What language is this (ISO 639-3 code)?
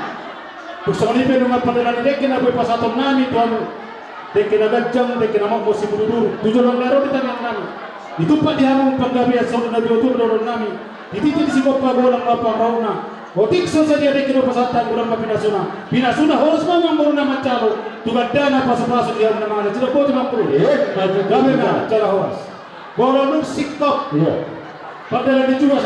bbc